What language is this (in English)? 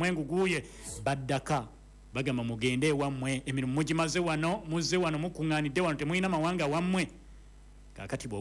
Ganda